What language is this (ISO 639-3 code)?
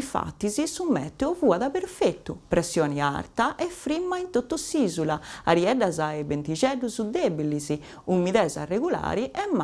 srd